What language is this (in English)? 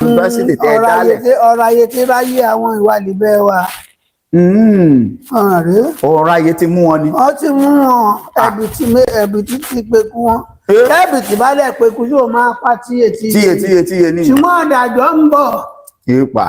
Yoruba